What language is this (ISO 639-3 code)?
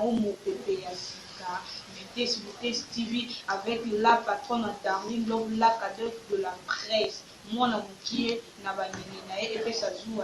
lin